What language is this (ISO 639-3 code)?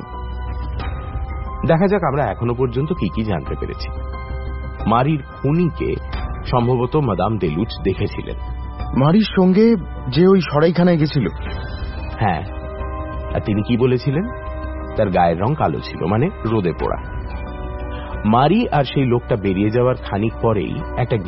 ben